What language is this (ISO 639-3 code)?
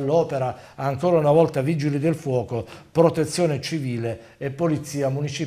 ita